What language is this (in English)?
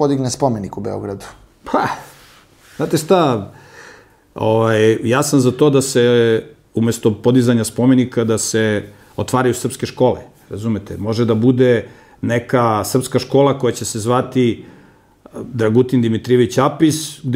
Serbian